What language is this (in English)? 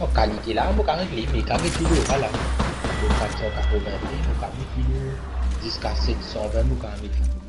Morisyen